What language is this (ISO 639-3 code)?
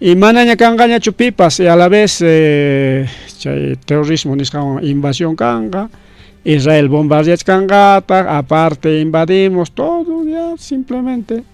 quy